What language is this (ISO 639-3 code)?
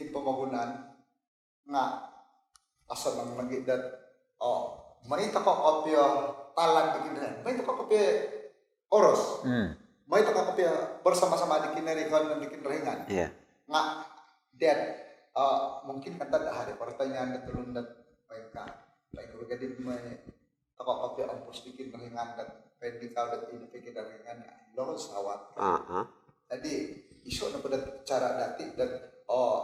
dtp